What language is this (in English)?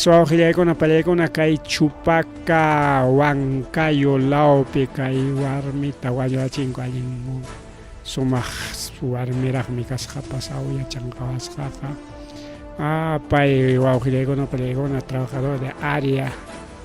Ayacucho Quechua